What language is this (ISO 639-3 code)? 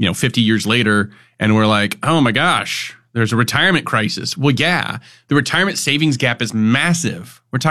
eng